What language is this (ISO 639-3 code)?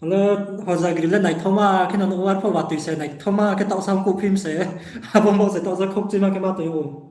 ria